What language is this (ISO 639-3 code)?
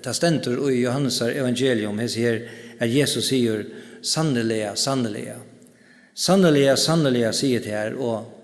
fao